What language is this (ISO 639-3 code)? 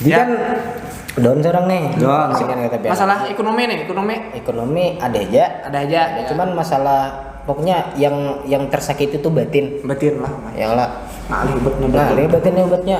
bjn